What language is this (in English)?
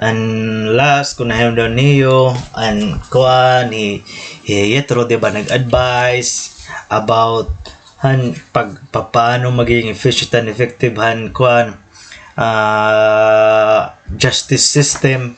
Waray